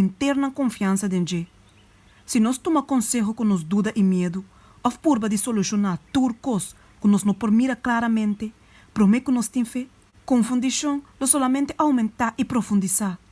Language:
Papiamento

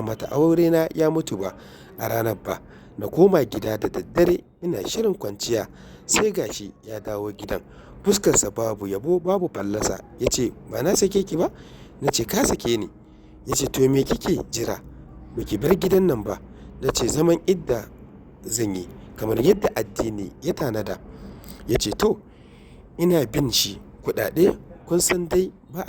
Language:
Hausa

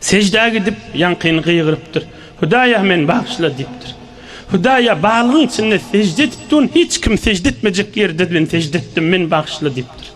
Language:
Turkmen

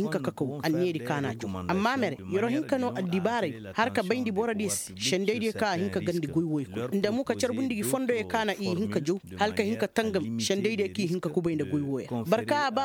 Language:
Koyraboro Senni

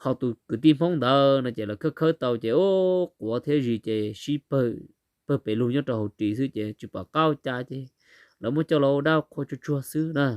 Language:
Hmong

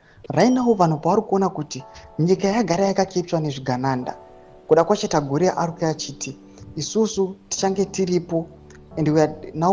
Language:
Shona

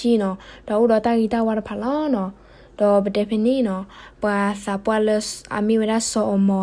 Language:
S'gaw Karen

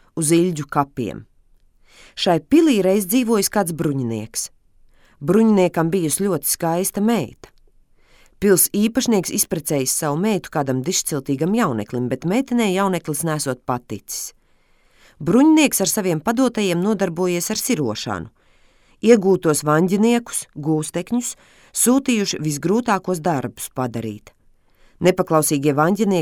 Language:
Latvian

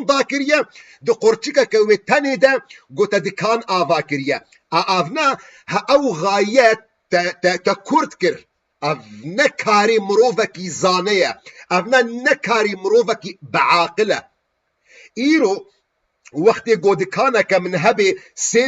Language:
Kurdish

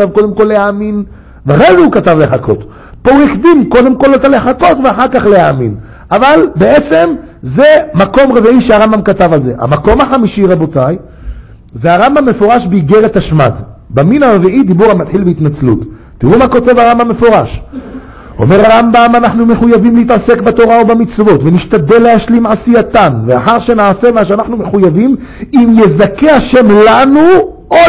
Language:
Hebrew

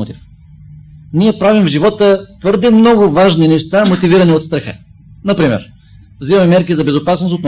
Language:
Bulgarian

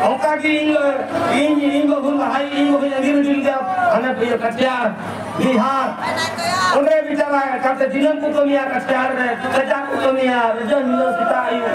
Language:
Santali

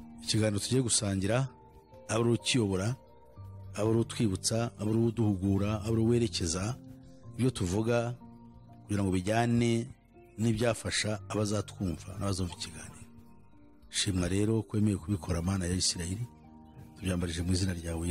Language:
Kinyarwanda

